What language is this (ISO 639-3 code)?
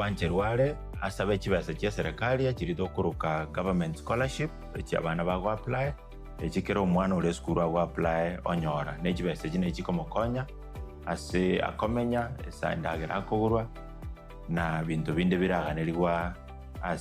guz